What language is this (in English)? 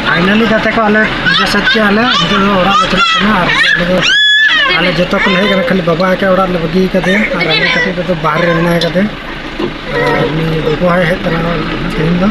Santali